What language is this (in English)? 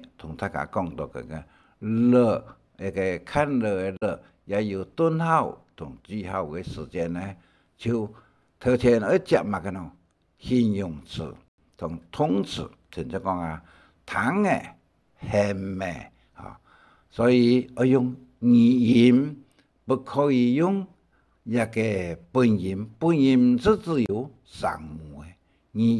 Hakka Chinese